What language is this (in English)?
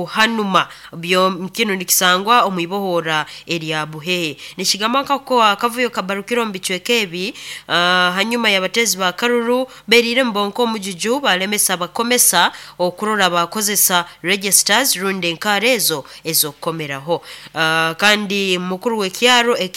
Nyoro